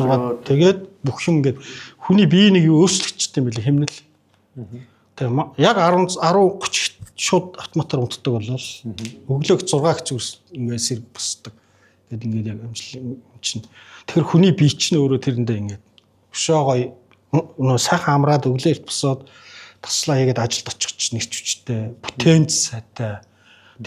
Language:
Mongolian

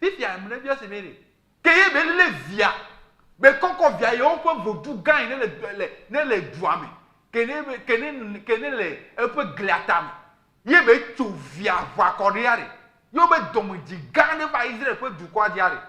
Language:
Ewe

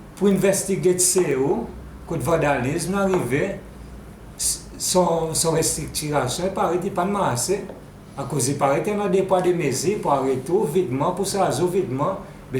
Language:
Seselwa Creole French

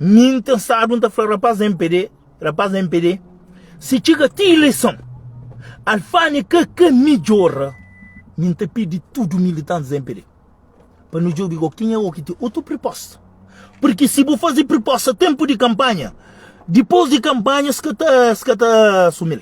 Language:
Kabuverdianu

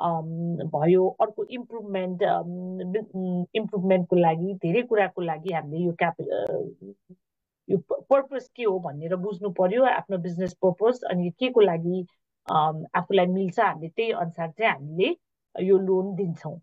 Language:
Nepali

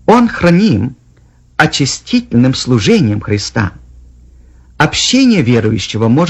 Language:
Russian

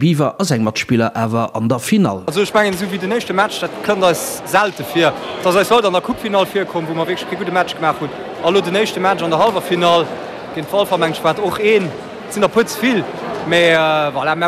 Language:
Luxembourgish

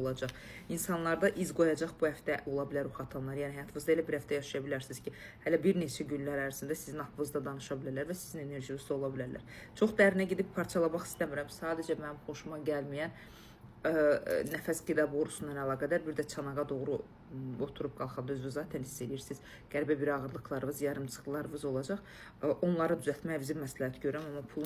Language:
Azerbaijani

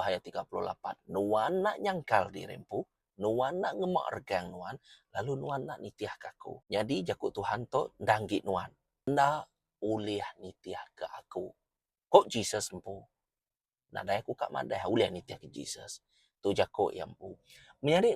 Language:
Iban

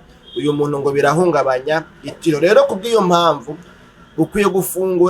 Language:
Rundi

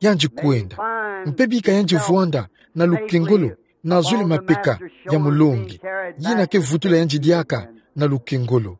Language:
Kituba (Democratic Republic of Congo)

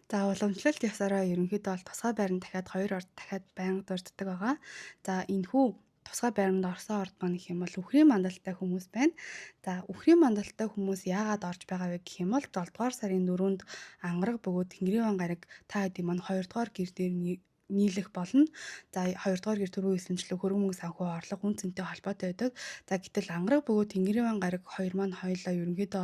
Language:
Mongolian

